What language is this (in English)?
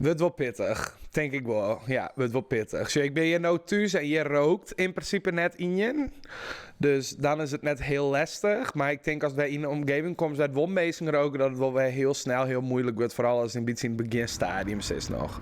Western Frisian